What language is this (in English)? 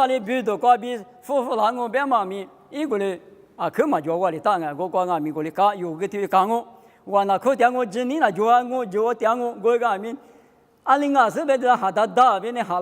Lisu